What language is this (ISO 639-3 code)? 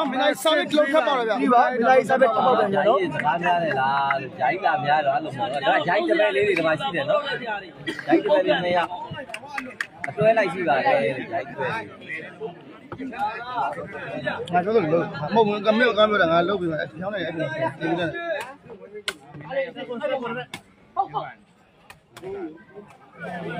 mya